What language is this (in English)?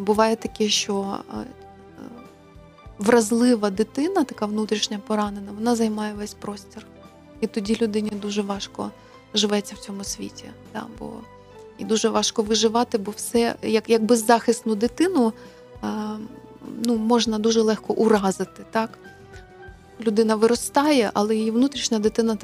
Ukrainian